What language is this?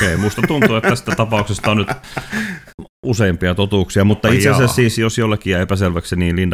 Finnish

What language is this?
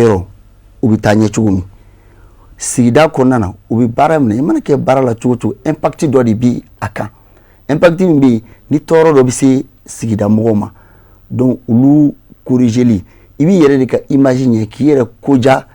Bambara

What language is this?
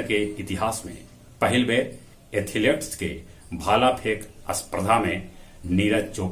Magahi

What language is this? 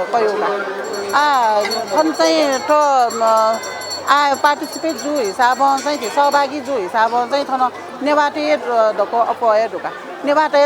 Newari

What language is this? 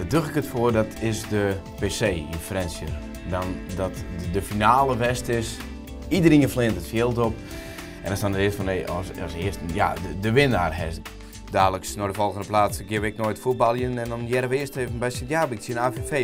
Western Frisian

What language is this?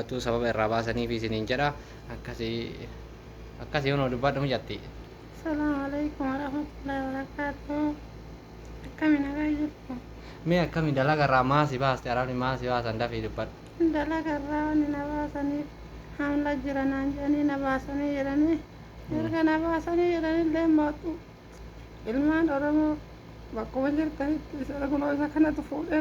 Oromo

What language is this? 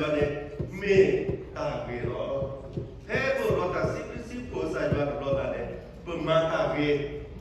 S'gaw Karen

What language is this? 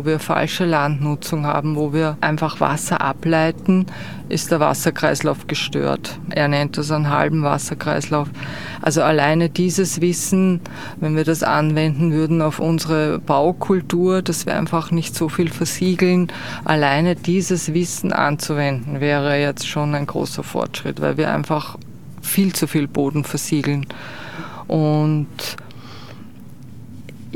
German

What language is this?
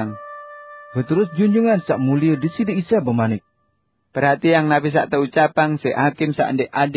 Sasak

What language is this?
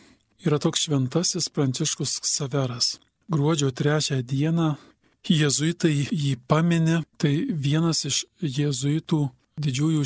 Lithuanian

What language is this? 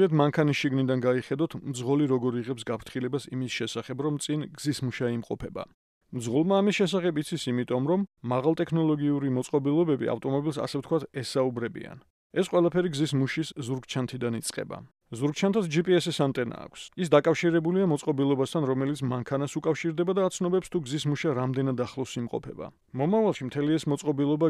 Georgian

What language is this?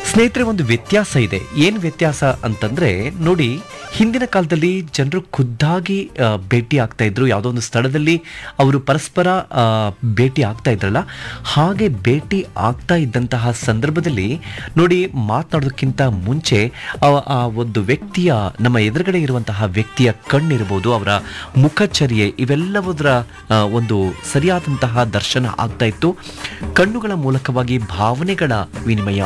Kannada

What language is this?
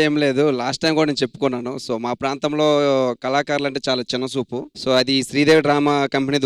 Telugu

